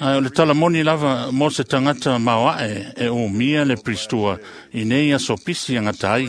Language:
Samoan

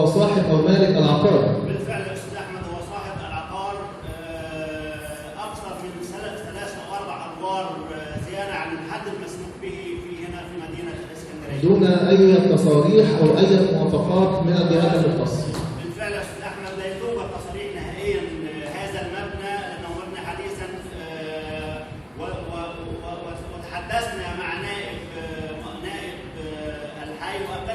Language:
Egyptian Arabic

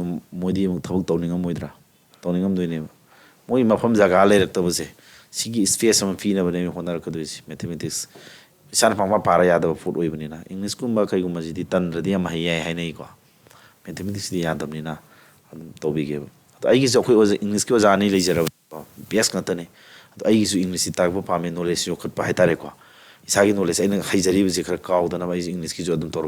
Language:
Manipuri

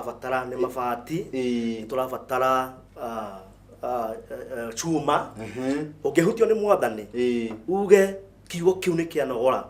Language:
Kikuyu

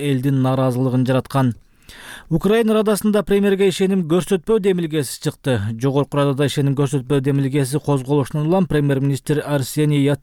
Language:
Kyrgyz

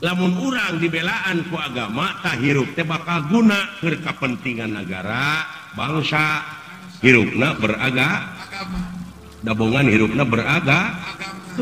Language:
Sundanese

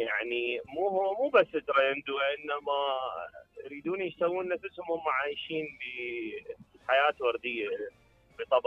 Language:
Mesopotamian Arabic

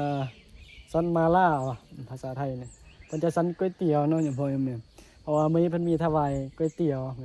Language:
Northeastern Thai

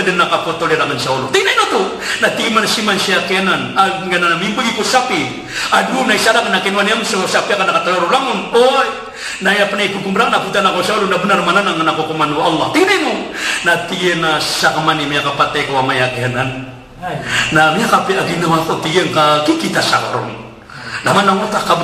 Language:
Maranao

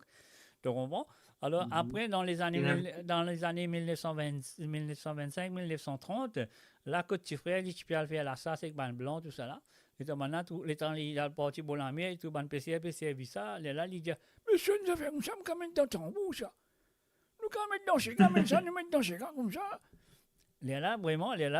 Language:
Morisyen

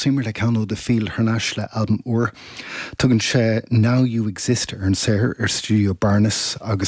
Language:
Irish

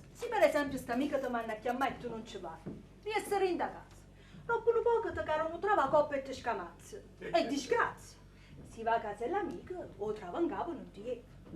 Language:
Neapolitan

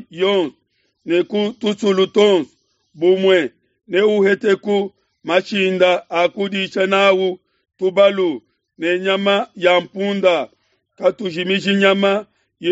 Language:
Luba-Lulua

